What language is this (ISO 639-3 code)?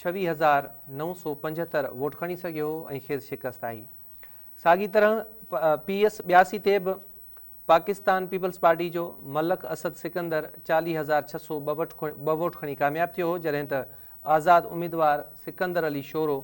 snd